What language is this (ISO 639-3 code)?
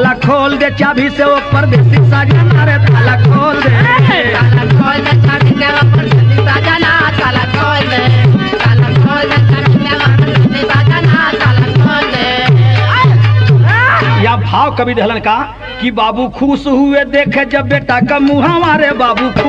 bho